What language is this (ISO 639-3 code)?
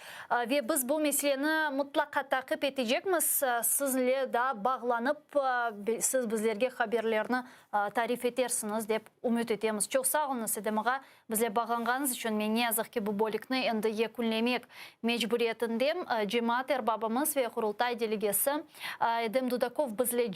crh